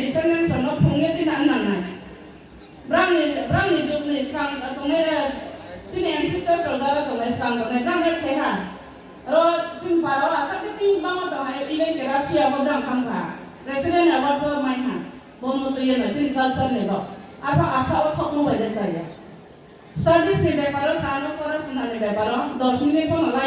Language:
Riang (India)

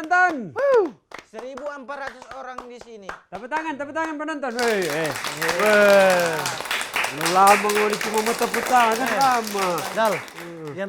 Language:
Manado Malay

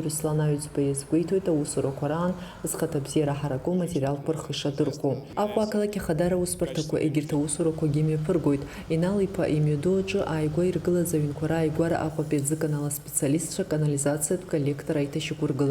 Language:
Abkhazian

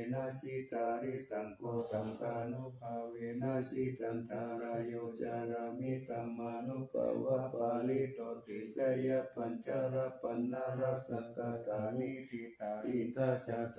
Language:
Pali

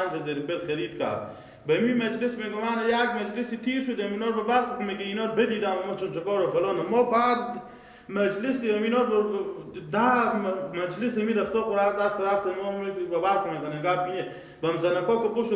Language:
Persian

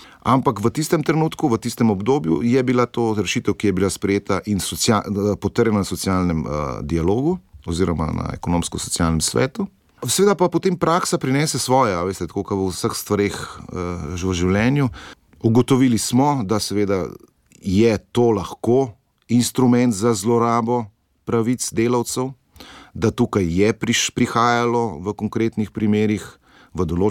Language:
Slovenian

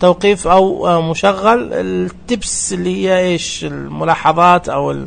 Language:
Najdi Arabic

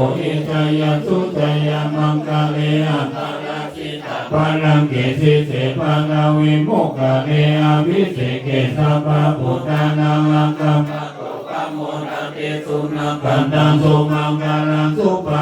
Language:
Pali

